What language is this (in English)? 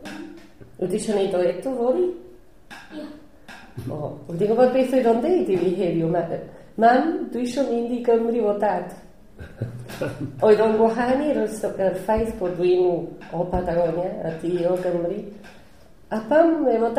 Welsh